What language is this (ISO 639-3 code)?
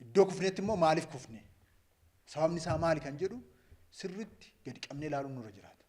orm